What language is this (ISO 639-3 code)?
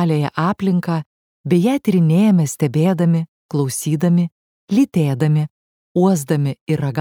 lit